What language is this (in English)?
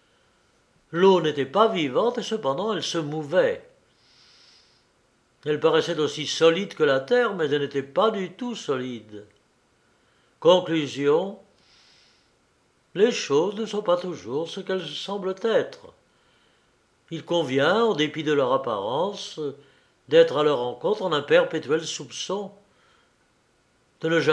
French